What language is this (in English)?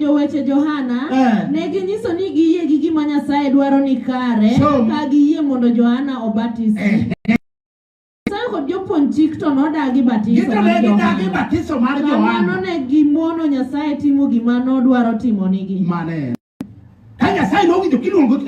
Luo (Kenya and Tanzania)